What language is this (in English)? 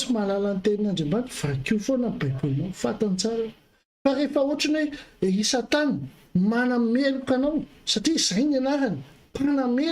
Malagasy